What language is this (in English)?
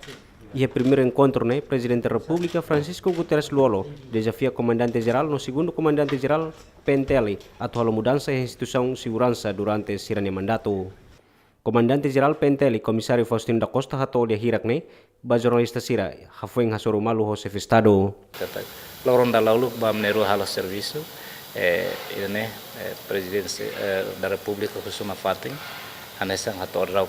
Tetum